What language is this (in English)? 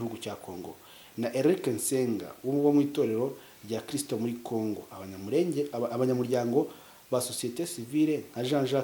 Kinyarwanda